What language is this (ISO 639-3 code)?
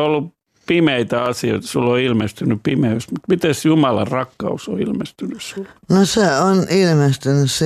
fin